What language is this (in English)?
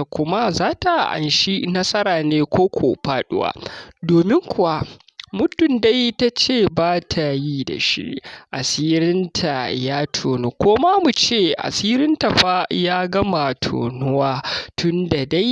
Hausa